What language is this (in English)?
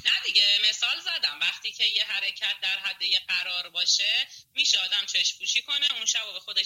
Persian